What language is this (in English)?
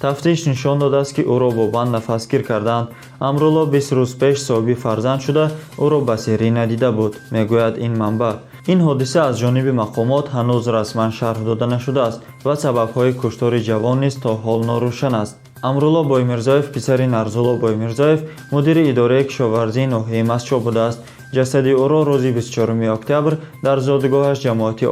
Tajik